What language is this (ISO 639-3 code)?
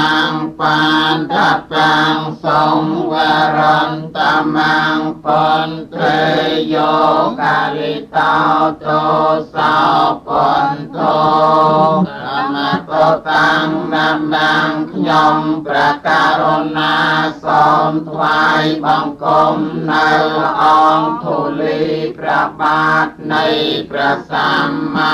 khm